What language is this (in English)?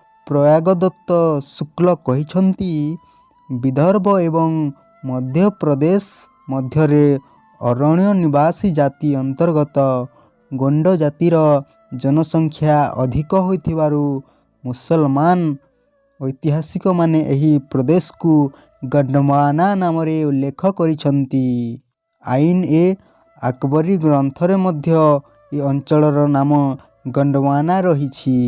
Odia